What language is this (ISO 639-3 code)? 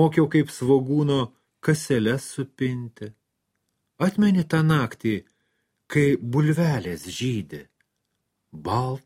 lit